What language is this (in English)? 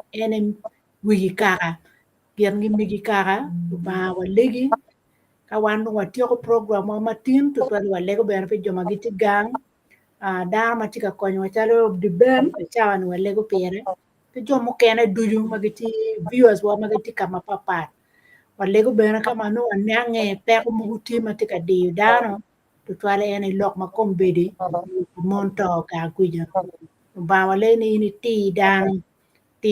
Acoli